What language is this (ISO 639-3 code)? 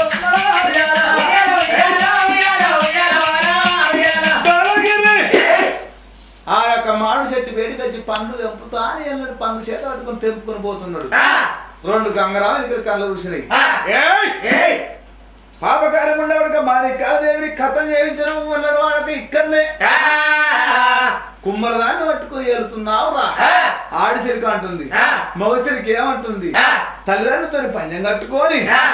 tel